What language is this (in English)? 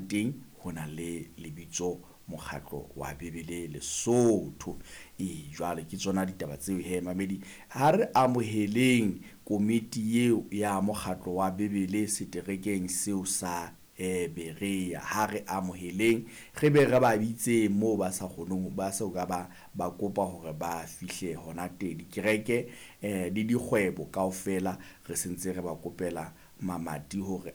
Southern Sotho